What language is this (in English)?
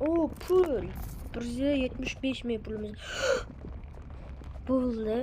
Uzbek